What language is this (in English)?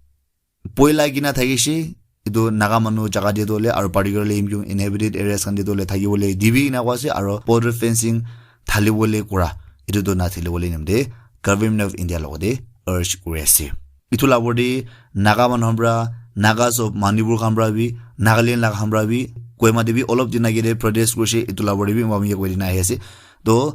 Naga Pidgin